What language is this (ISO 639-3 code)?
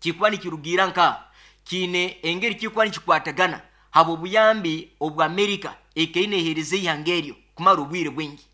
nyo